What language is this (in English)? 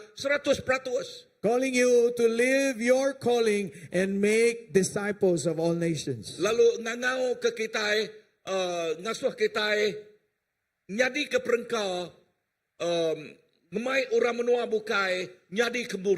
Iban